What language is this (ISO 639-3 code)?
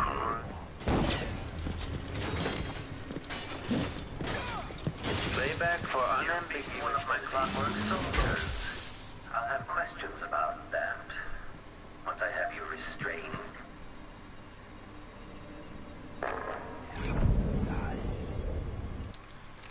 eng